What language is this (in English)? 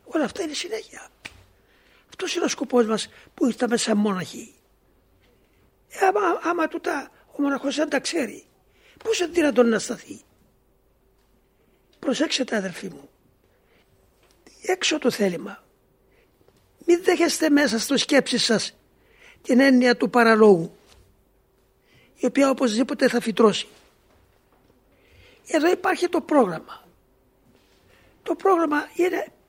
Greek